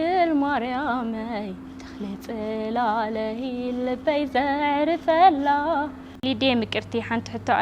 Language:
Tigrinya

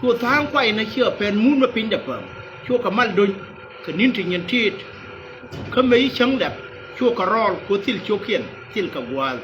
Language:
Nuer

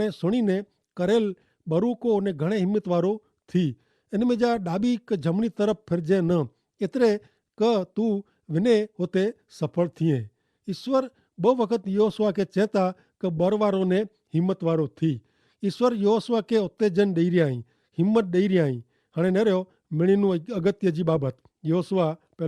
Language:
Kachhi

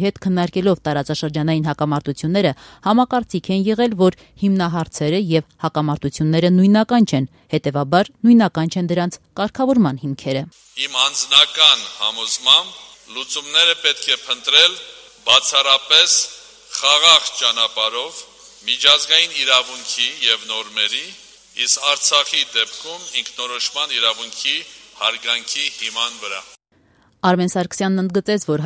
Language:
Armenian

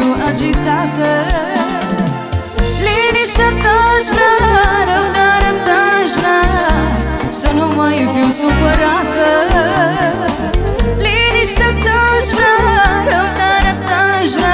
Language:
Romanian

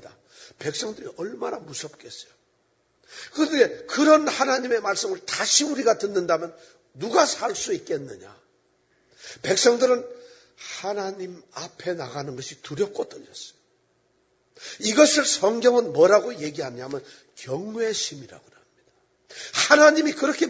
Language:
Korean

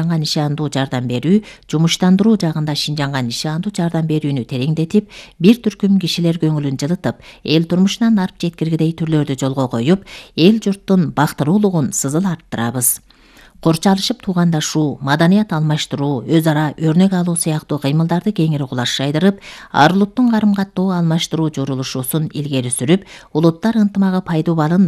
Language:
Kyrgyz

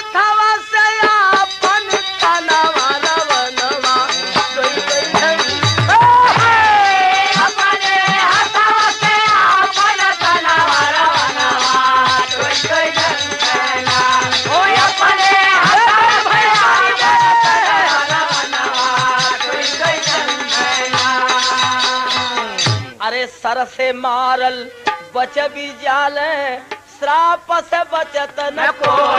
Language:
Bhojpuri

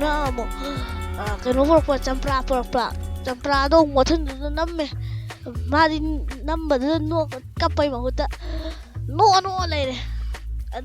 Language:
Manipuri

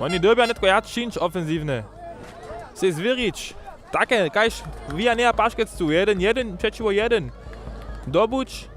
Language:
Upper Sorbian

